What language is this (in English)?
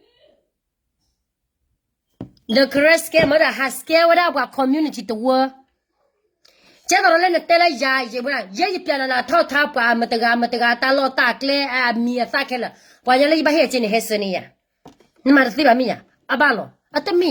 S'gaw Karen